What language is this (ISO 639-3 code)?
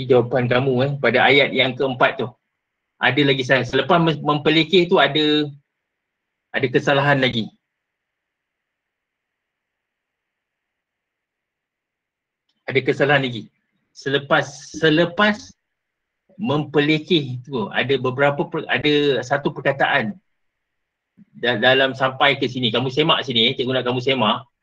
msa